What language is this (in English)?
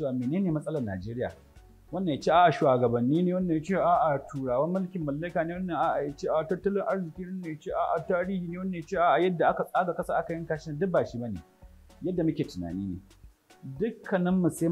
Hausa